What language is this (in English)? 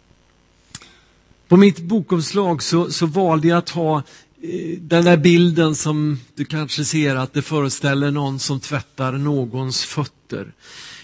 Swedish